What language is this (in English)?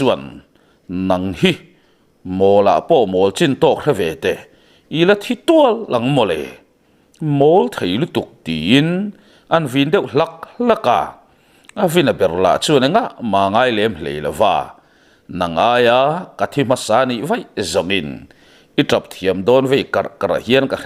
Mizo